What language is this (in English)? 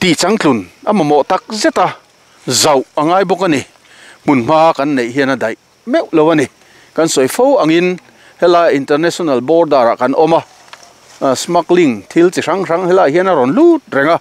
Mizo